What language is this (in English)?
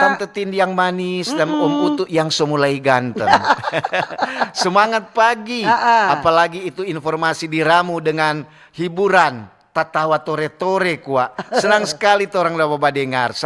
Manado Malay